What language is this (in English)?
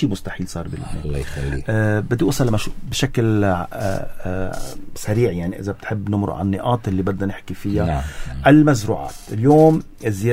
North Levantine Arabic